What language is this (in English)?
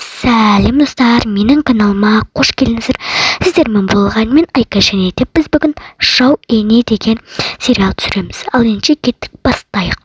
Kazakh